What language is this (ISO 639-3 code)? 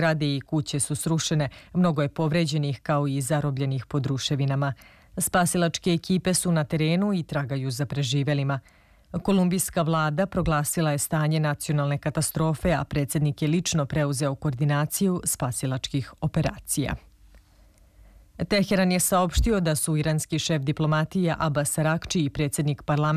srp